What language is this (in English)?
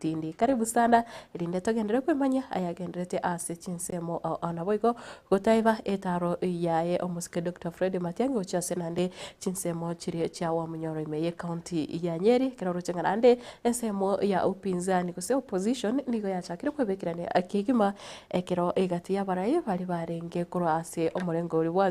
Gusii